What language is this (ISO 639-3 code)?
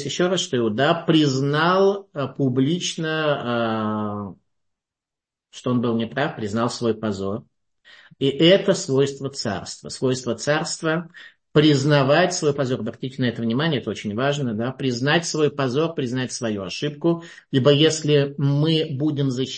rus